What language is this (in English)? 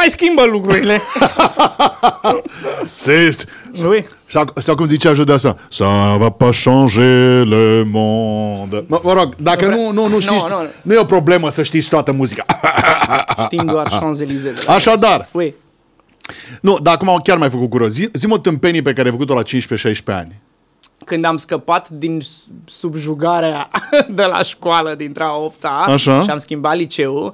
Romanian